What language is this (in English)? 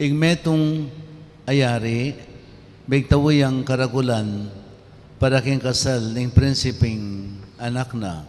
Pampanga